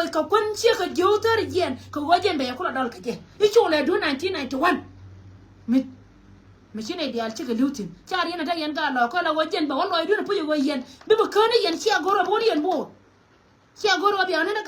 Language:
Nuer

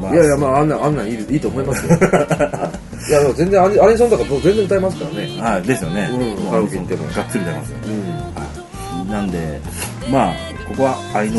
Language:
Japanese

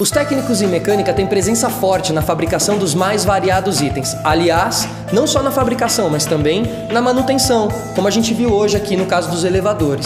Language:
Portuguese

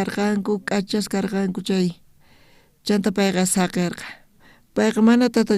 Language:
South Bolivian Quechua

